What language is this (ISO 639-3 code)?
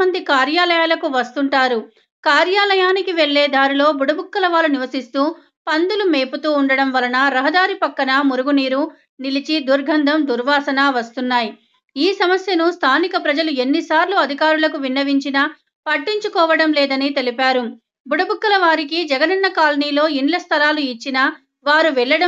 tel